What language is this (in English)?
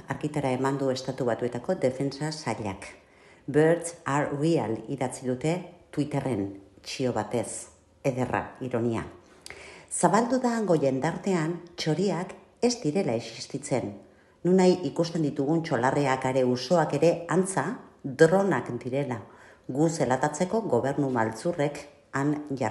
Basque